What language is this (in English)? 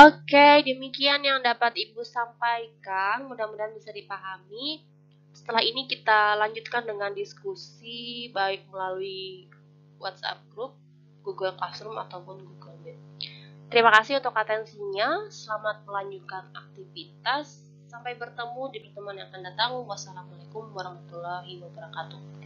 Indonesian